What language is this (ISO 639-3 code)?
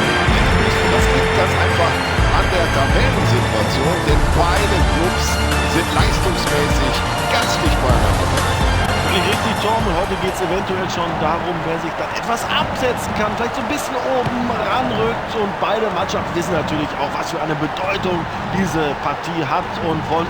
bar